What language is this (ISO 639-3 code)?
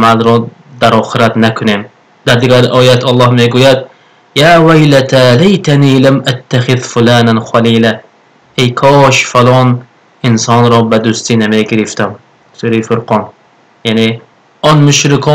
tgk